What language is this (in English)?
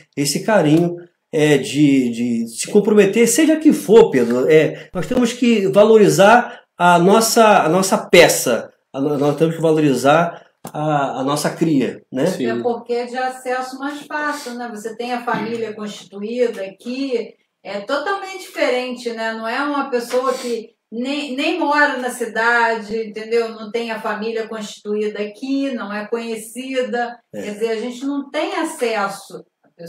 Portuguese